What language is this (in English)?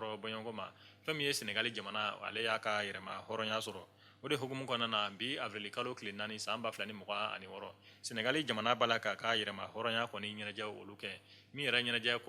Bambara